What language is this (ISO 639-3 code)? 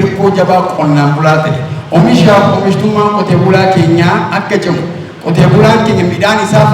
orm